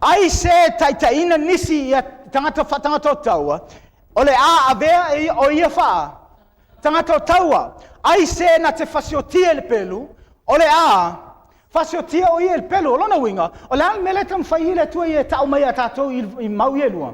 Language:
Samoan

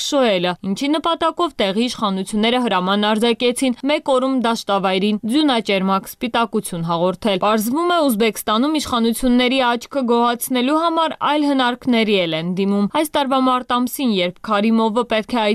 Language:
Armenian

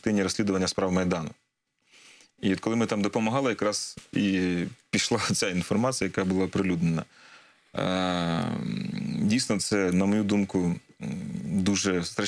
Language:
Ukrainian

